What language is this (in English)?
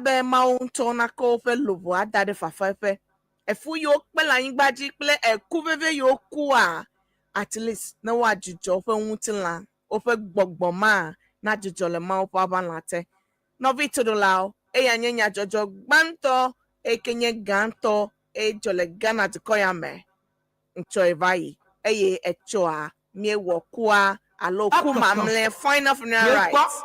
Ewe